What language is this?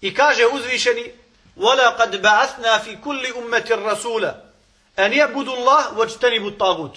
Bosnian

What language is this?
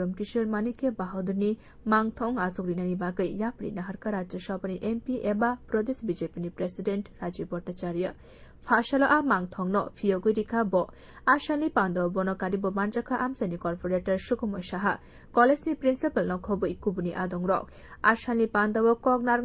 Kok Borok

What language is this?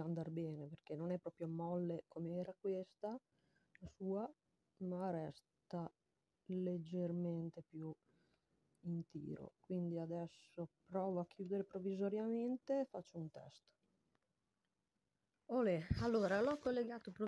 Italian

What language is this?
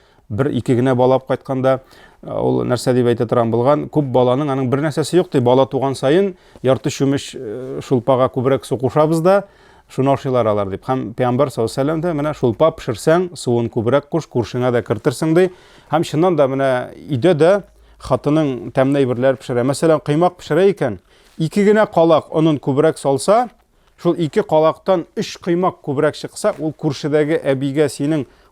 Tatar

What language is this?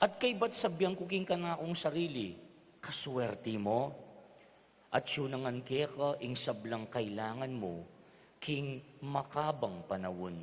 Pampanga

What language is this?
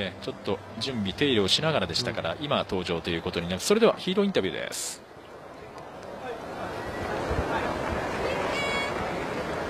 Japanese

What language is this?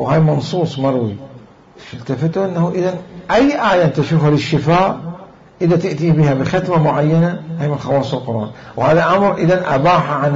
Mesopotamian Arabic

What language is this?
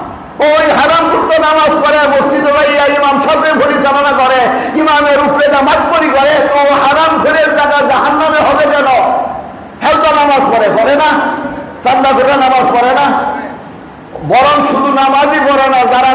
Bangla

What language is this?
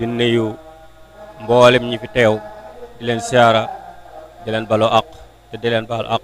Wolof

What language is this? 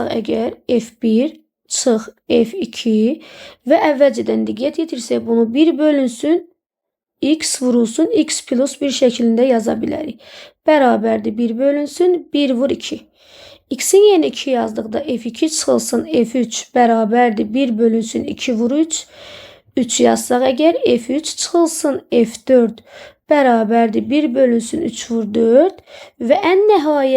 Azerbaijani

